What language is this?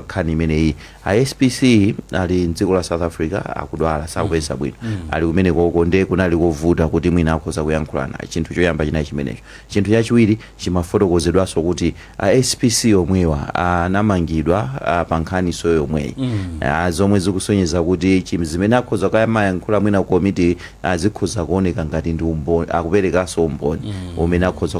Nyanja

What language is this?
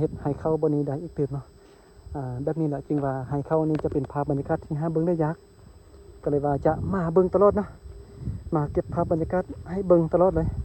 Lao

